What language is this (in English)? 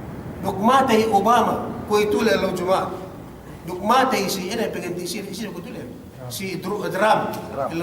Yakan